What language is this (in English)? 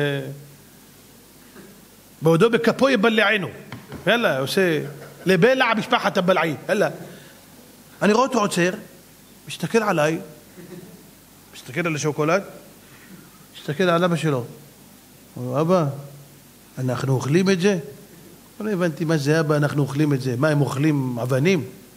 Hebrew